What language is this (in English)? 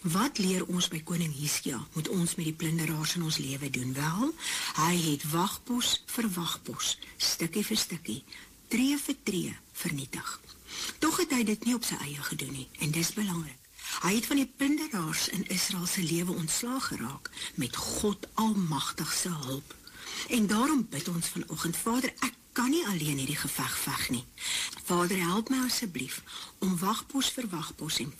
Afrikaans